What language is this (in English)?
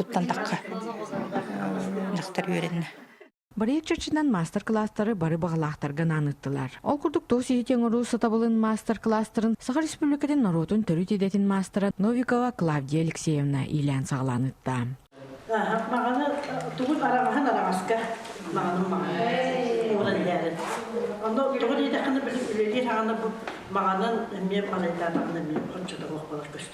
Yakut